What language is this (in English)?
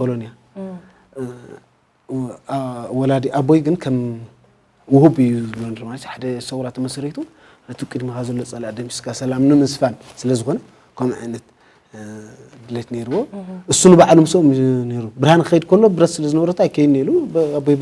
Tigrinya